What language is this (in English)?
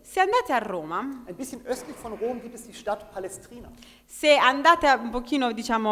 Italian